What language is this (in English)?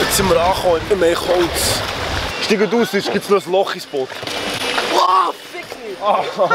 Swiss German